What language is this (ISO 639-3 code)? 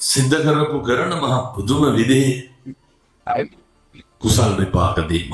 sin